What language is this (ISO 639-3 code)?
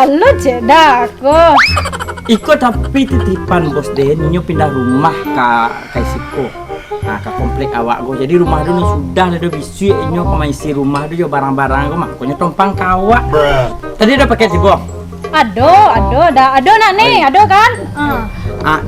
min